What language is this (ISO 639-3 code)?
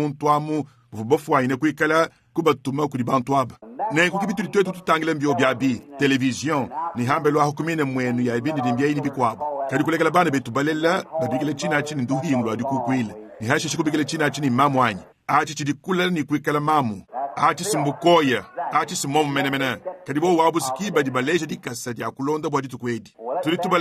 lua